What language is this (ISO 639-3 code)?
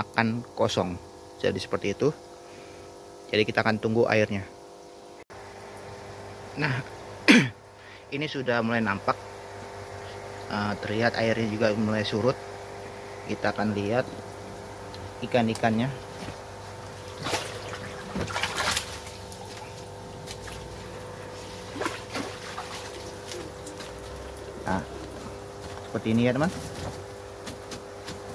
ind